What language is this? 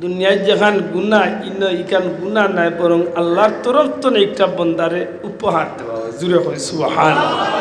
Sylheti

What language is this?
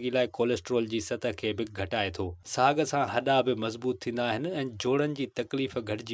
Sindhi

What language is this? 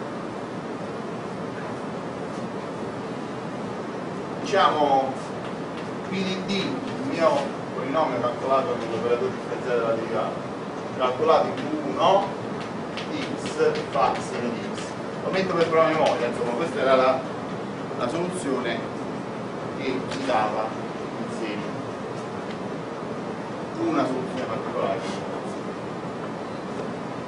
Italian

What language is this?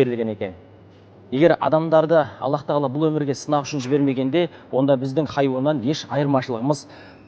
Kazakh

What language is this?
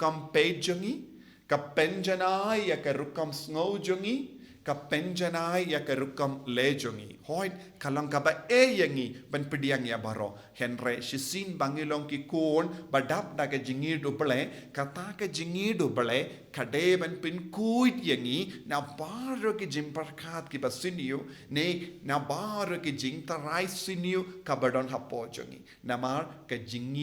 Khasi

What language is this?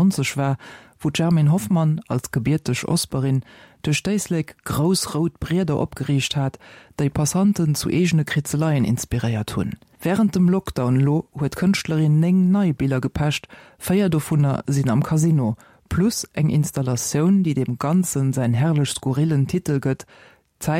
Luxembourgish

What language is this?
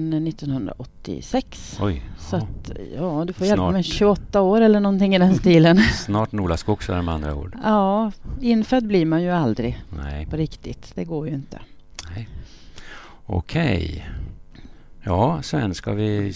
Swedish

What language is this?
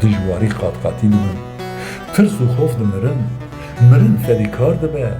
Kurdish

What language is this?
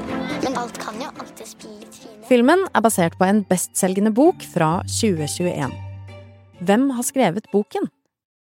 Norwegian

